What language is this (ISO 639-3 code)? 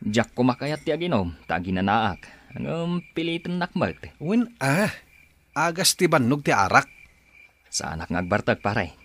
ilo